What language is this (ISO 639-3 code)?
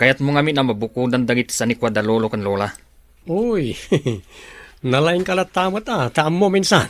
ilo